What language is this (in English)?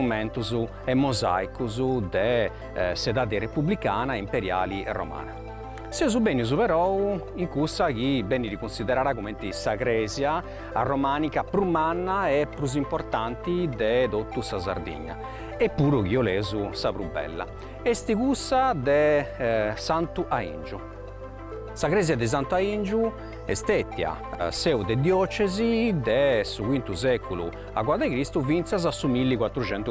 Sardinian